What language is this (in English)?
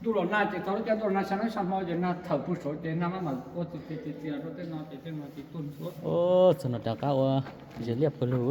Hmong